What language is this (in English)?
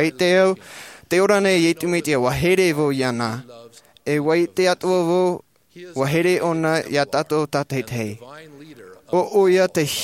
Tahitian